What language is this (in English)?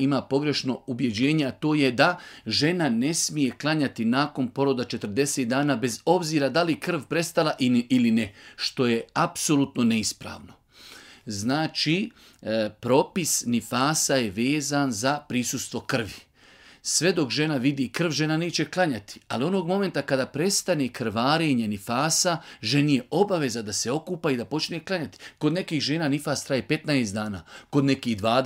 Bosnian